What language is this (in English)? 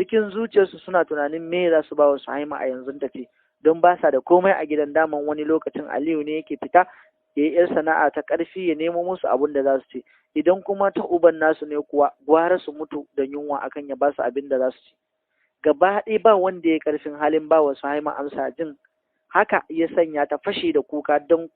Hausa